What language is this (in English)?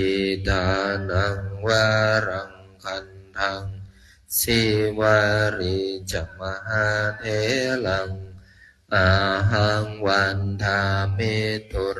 Pali